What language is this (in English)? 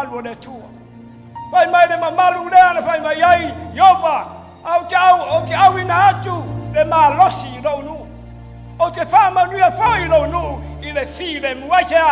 Samoan